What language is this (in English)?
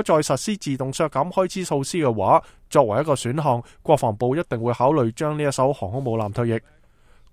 Cantonese